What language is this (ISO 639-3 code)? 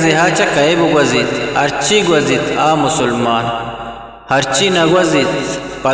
bgp